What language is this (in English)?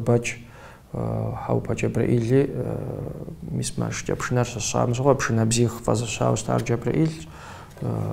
Kabardian